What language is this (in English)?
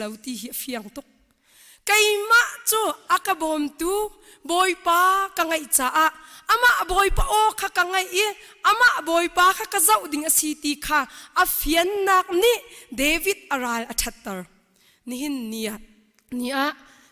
Hakha Chin